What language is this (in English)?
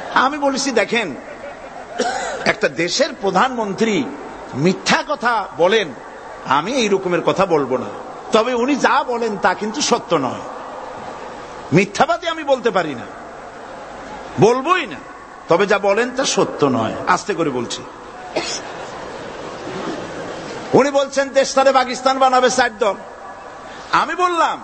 Bangla